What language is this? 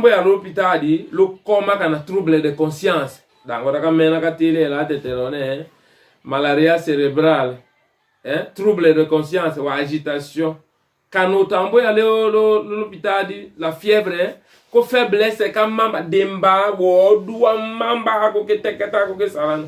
Tetela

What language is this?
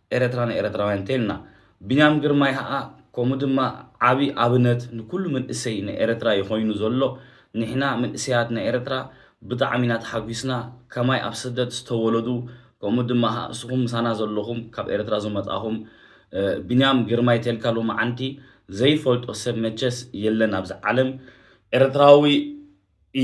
Tigrinya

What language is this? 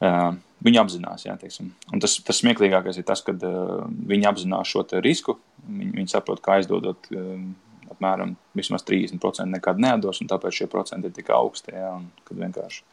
Latvian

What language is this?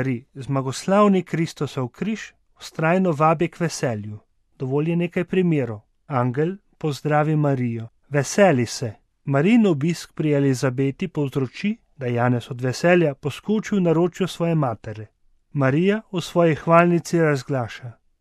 Slovenian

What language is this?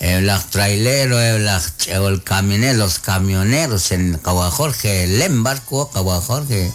Kekchí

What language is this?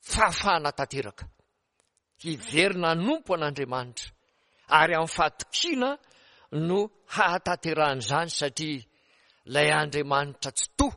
Malagasy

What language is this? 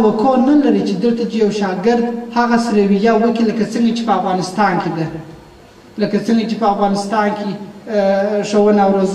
Pashto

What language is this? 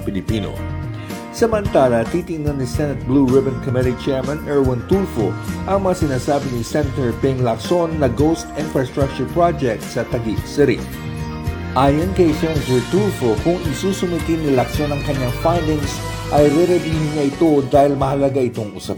Filipino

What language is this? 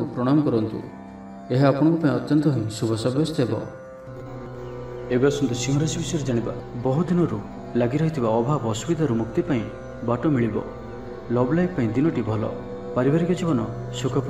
Odia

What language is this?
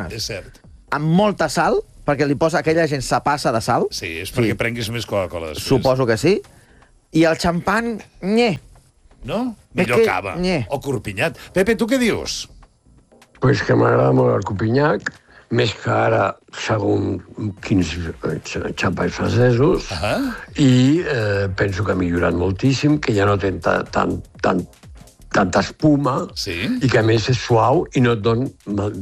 Catalan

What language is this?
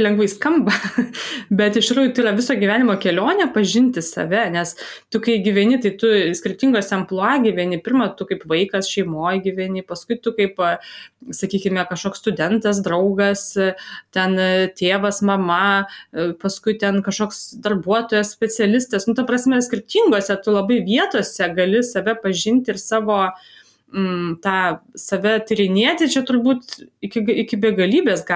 Lithuanian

